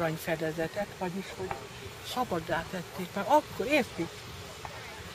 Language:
Hungarian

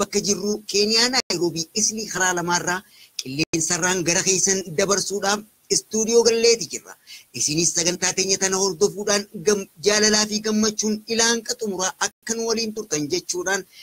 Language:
Oromo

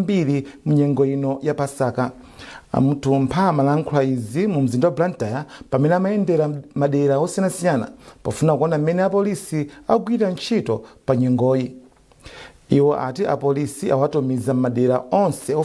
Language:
Nyanja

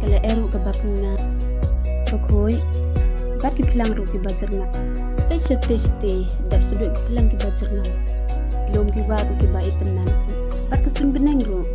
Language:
Khasi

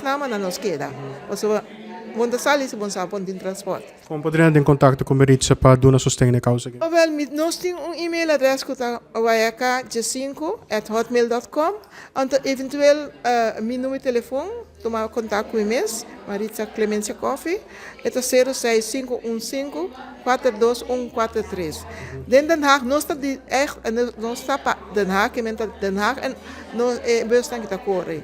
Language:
Papiamento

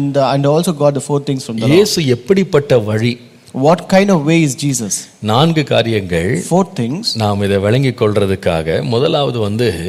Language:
Tamil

